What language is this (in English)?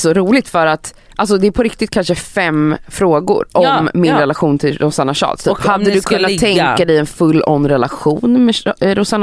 Swedish